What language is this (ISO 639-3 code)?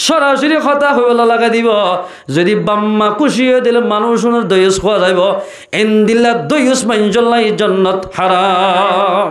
rhg